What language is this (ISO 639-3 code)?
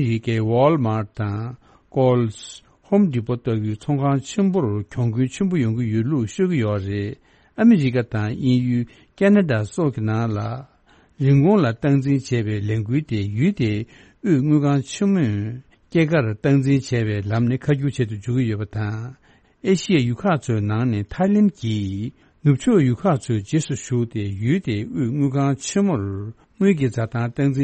bod